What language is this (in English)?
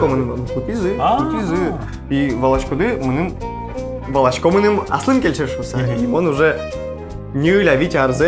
Udmurt